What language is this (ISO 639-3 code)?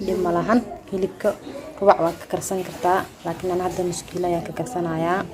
som